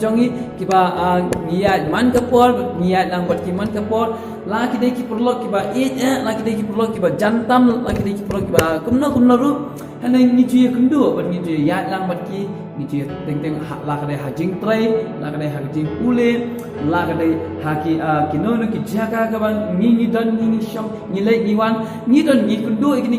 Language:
Khasi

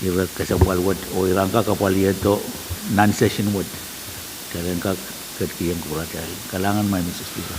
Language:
Pohnpeian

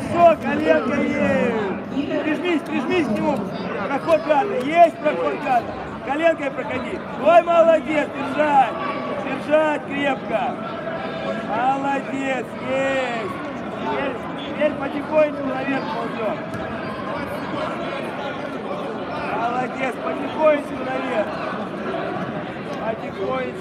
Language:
Russian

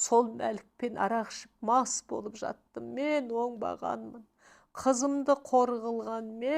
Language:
Kazakh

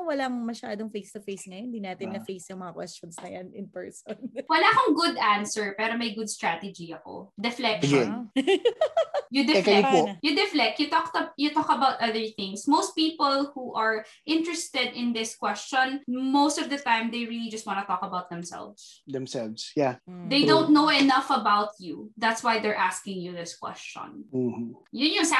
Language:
Filipino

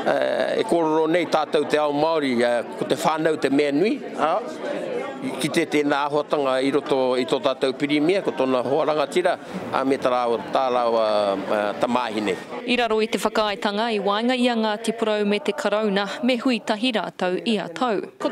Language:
Māori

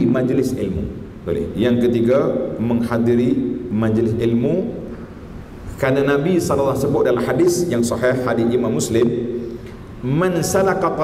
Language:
Malay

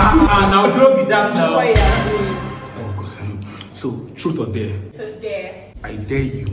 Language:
Nigerian Pidgin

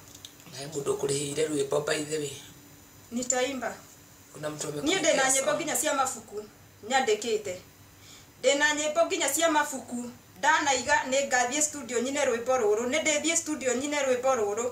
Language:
Kikuyu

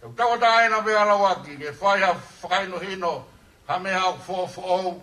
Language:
Tongan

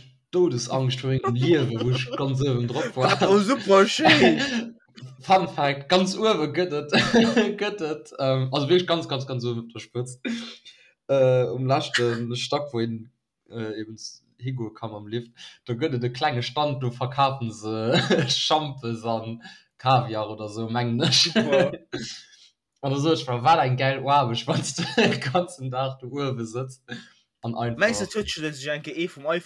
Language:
Luxembourgish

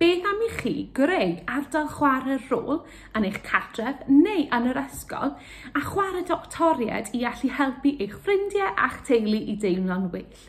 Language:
Welsh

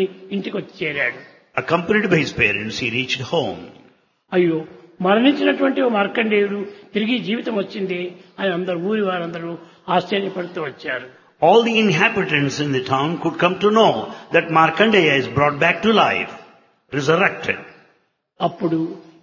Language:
Telugu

